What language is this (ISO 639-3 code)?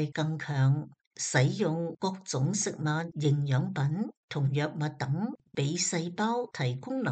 yue